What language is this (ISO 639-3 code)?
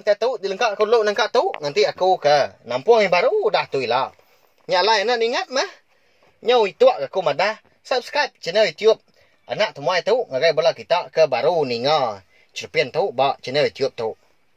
iba